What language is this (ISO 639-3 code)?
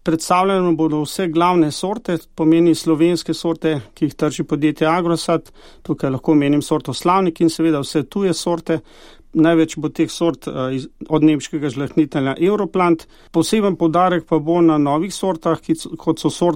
slv